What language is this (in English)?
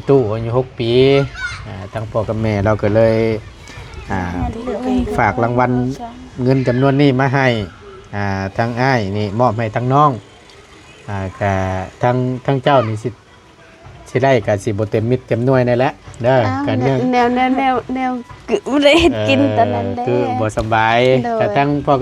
Northeastern Thai